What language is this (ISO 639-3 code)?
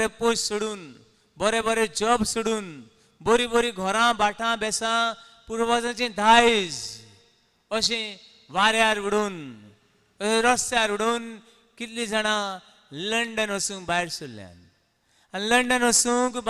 kok